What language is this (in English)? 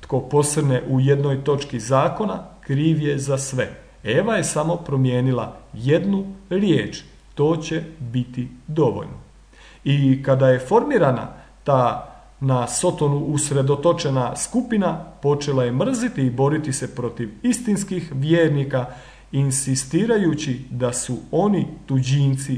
Croatian